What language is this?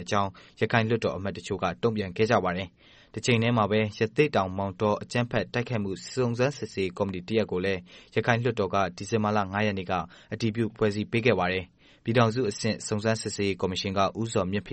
Burmese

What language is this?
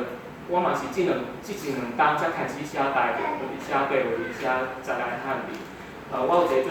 Min Nan Chinese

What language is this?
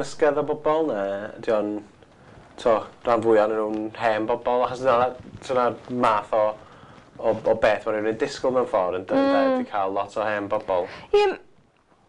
Welsh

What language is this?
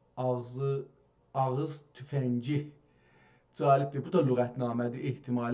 South Azerbaijani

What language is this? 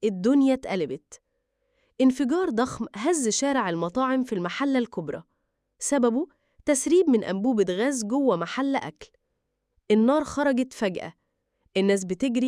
Egyptian Arabic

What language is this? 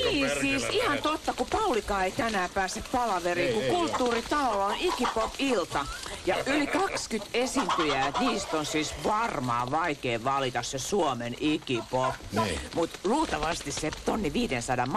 Finnish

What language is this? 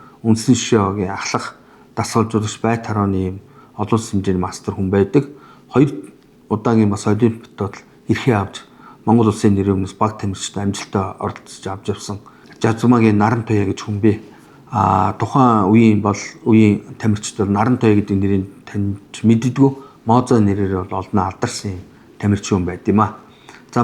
Mongolian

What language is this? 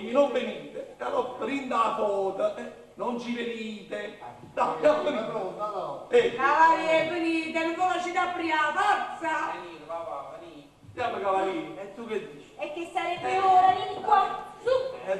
Neapolitan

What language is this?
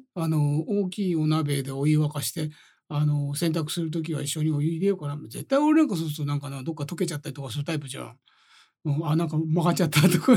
Japanese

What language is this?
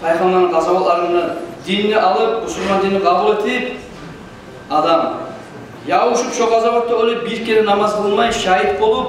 Kumyk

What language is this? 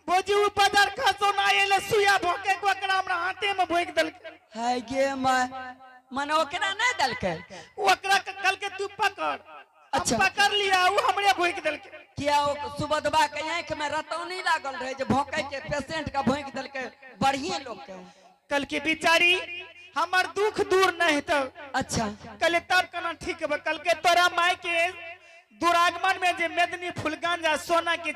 Angika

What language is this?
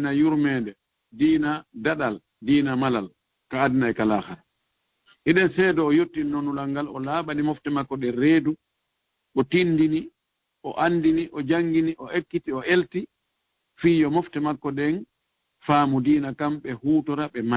Fula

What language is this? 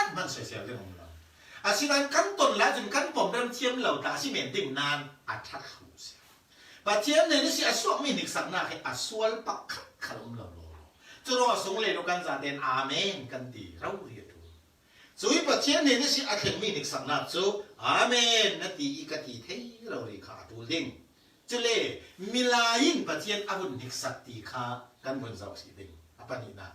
Falam Chin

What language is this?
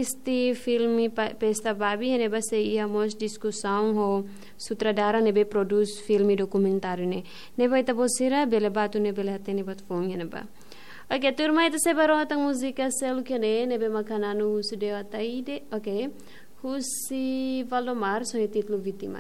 Tetum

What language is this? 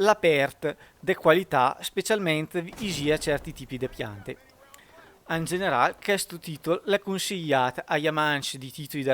Lombard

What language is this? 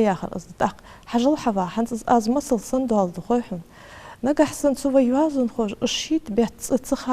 Ingush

